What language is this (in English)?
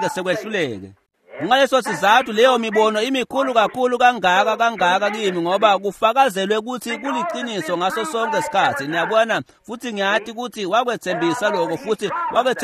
Swati